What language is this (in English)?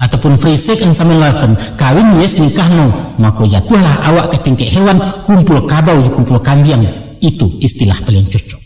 Minangkabau